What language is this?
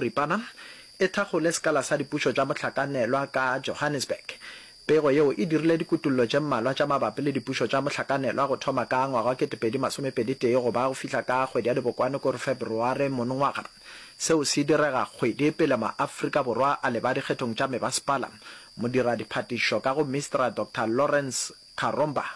Northern Sotho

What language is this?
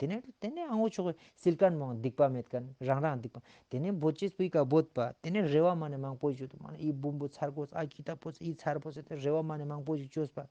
Ladakhi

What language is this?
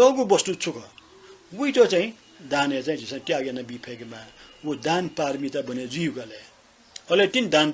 Newari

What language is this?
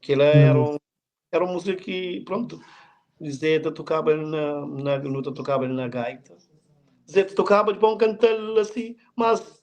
Kabuverdianu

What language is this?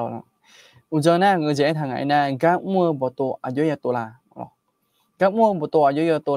Akha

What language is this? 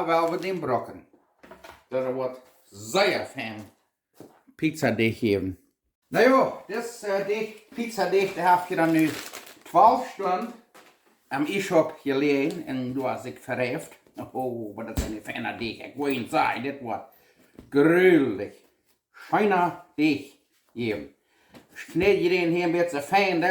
Plautdietsch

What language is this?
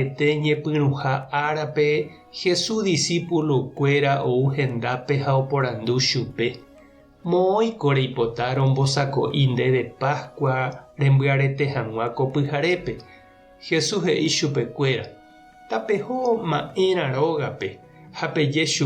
Guarani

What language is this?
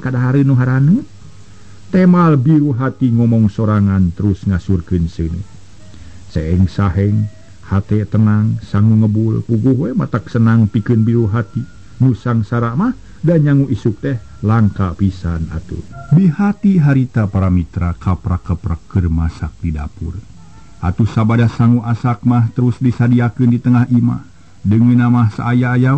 Sundanese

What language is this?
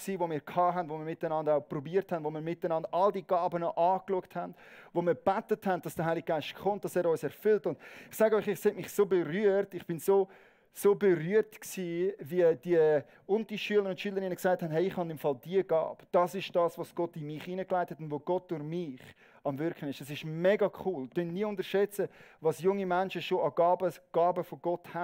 Swiss German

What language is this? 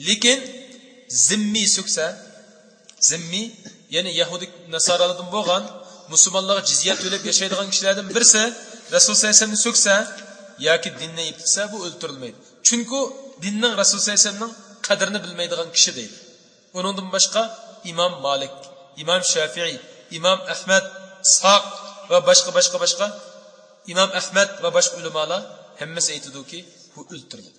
Uyghur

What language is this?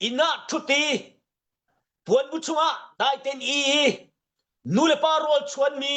Hakha Chin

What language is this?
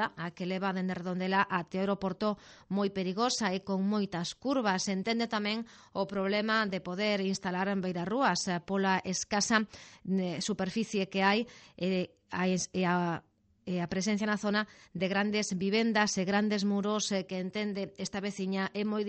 Galician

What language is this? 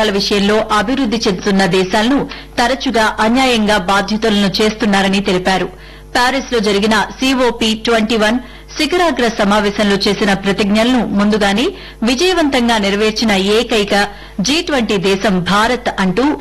Telugu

